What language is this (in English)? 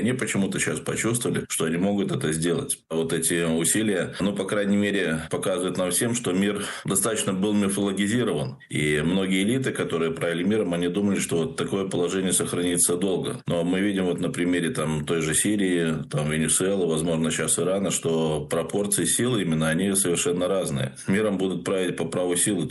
Russian